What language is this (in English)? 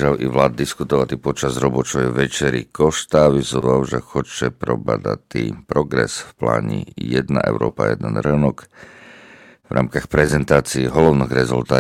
Rusyn